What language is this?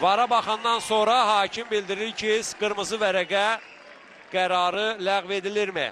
Azerbaijani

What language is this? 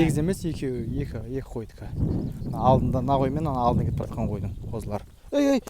Kazakh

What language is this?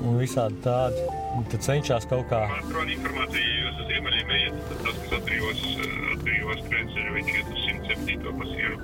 Latvian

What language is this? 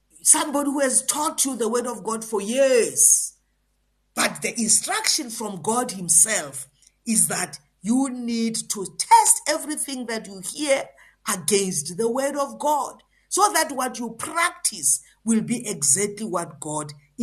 English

